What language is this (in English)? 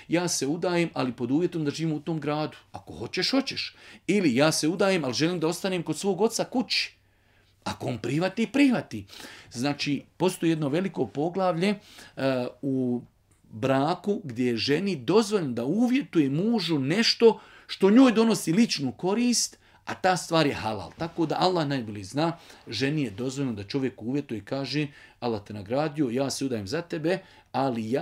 Bosnian